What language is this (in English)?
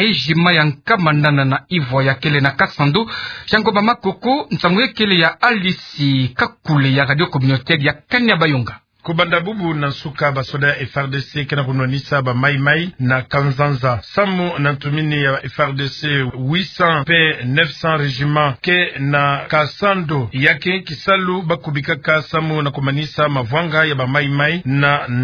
Kituba (Democratic Republic of Congo)